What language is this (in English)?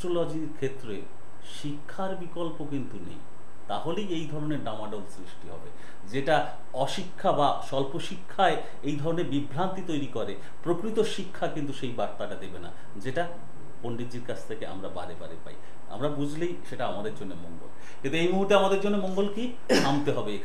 Bangla